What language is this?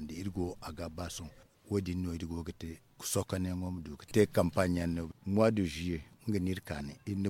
Zarma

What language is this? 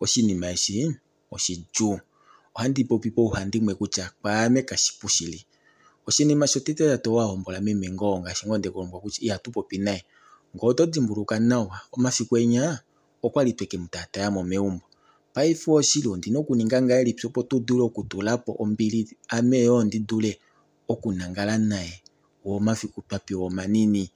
Kuanyama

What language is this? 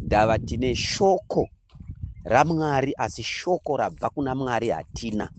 Shona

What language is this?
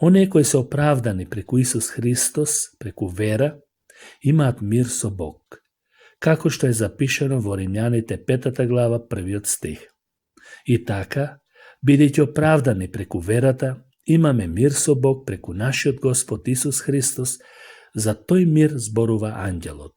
Macedonian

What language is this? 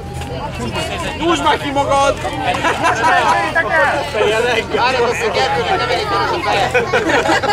Hungarian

